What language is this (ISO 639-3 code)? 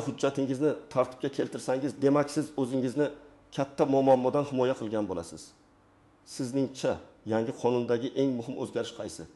uzb